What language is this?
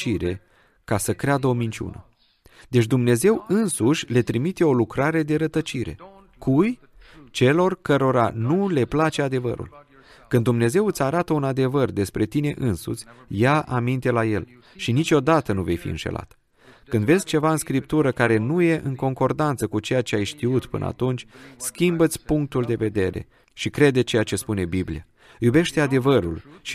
Romanian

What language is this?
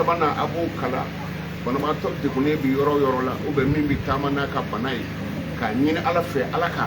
Bambara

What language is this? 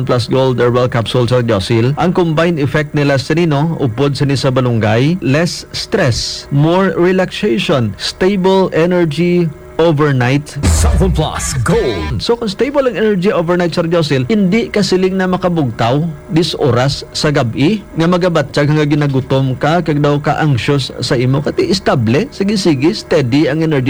Hiligaynon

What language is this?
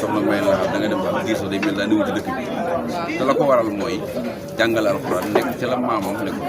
Wolof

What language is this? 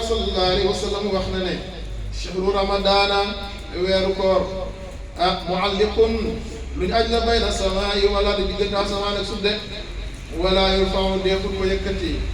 Wolof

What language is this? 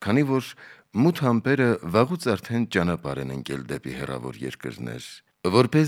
Armenian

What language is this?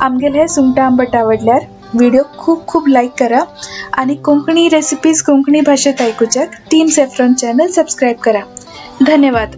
Konkani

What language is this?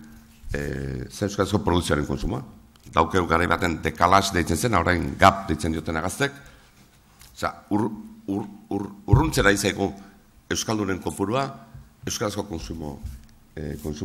Basque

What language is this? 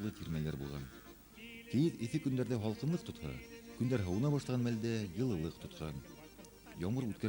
Bashkir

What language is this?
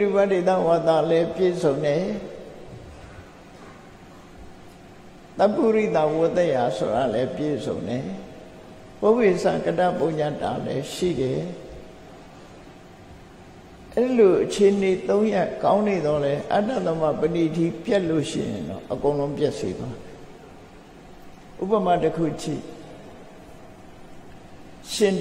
Burmese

